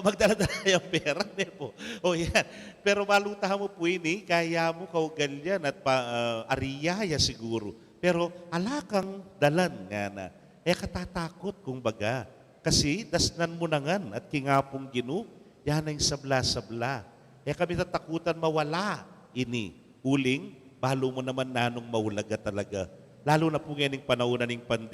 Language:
Pampanga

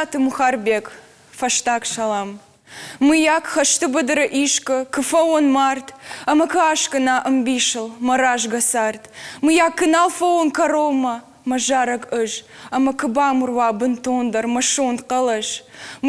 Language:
Ossetic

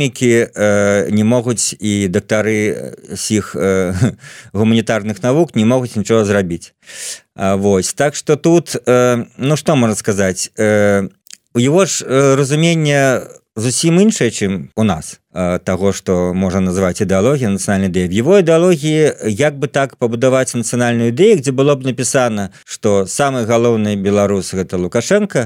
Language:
Belarusian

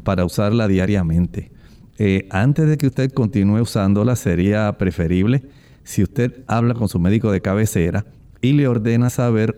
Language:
Spanish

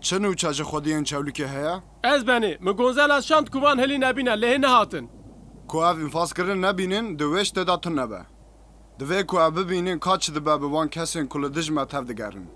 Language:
Kurdish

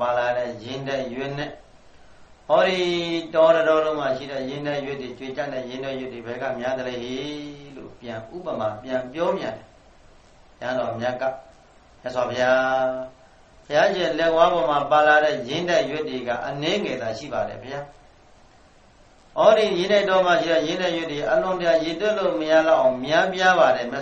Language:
Burmese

